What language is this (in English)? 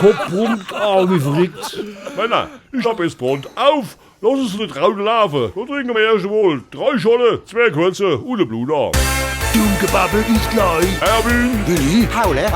Palatine German